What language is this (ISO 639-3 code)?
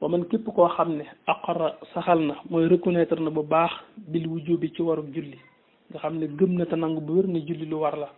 wol